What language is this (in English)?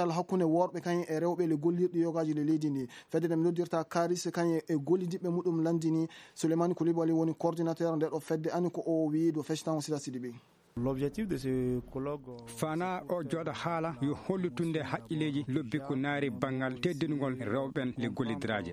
Fula